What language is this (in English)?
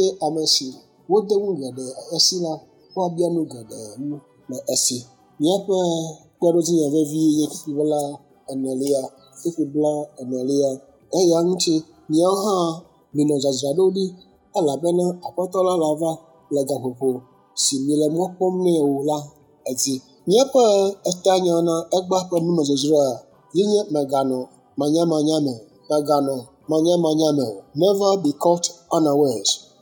Ewe